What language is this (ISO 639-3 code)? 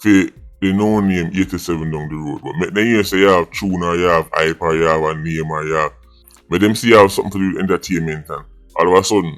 jam